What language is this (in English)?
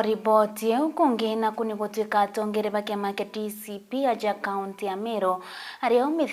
Meru